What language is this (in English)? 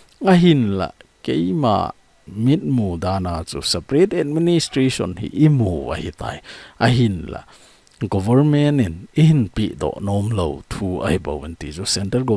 Thado Chin